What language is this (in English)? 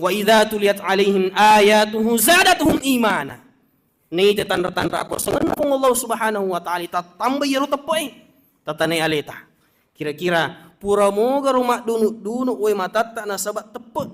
Buginese